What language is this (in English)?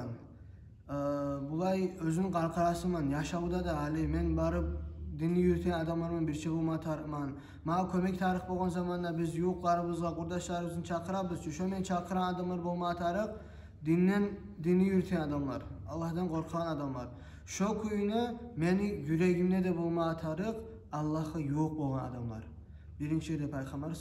Kumyk